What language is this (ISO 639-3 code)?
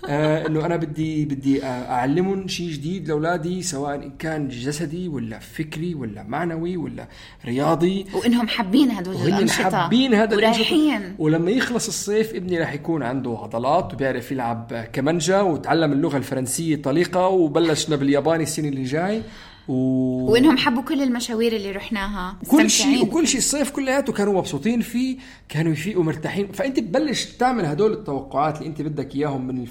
apc